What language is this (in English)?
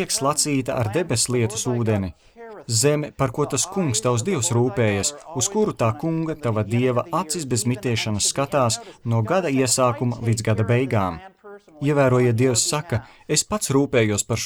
Latvian